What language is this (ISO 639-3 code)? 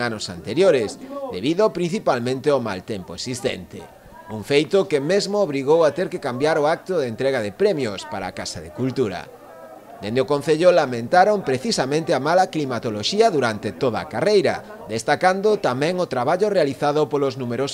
glg